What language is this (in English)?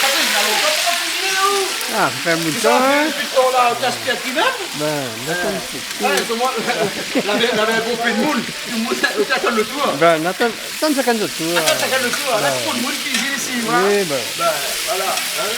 Réunion Creole French